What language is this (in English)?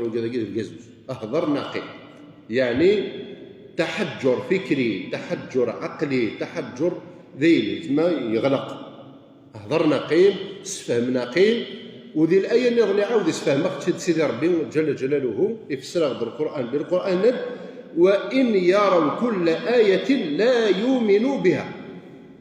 Kabyle